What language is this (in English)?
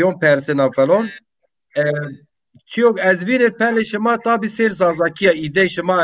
Zaza